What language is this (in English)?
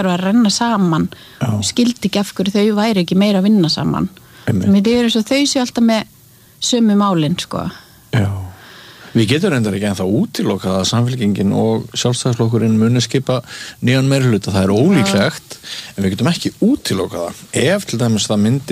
Icelandic